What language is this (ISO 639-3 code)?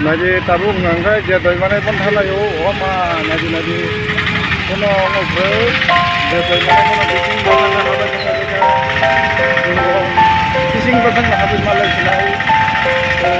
trp